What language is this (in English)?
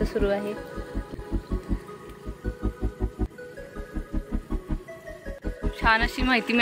Marathi